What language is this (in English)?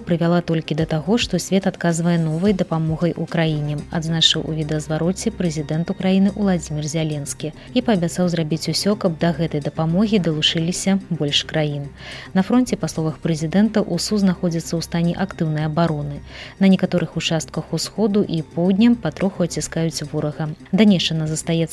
Belarusian